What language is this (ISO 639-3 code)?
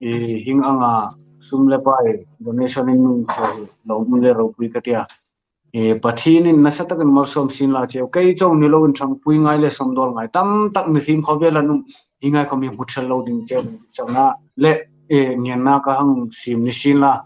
hmr